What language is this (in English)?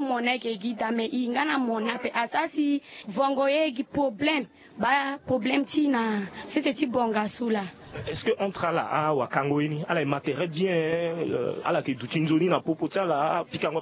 Sango